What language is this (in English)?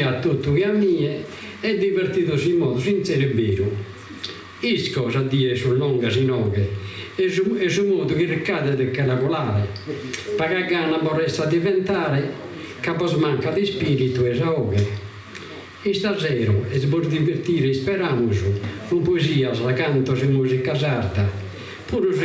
Sardinian